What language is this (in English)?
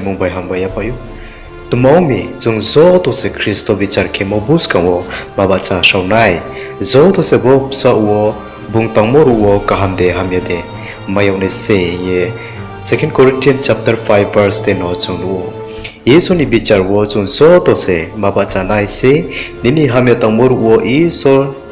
Riang (India)